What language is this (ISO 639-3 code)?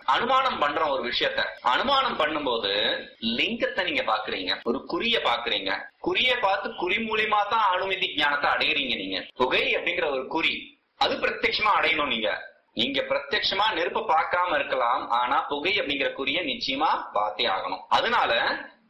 tam